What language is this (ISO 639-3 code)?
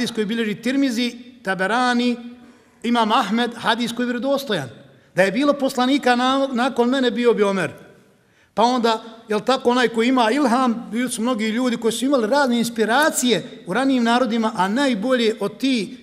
bos